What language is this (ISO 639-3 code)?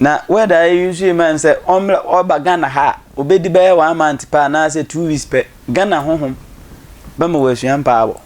aka